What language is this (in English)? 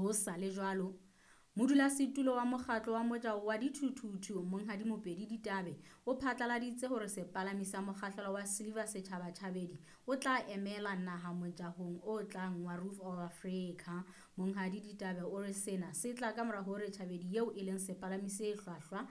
Southern Sotho